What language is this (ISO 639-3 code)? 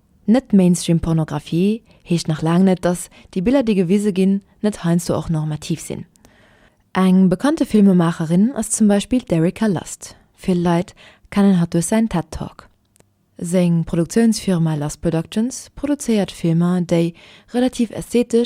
ltz